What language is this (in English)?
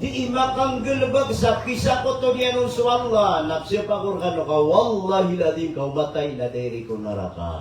Maranao